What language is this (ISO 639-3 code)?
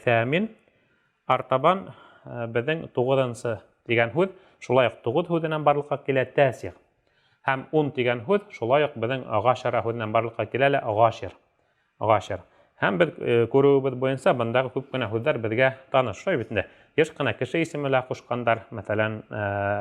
bak